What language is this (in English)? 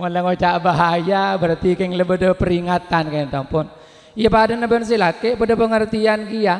Madurese